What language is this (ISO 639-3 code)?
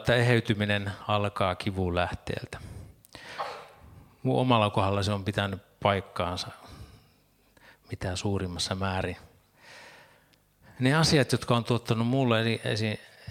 fin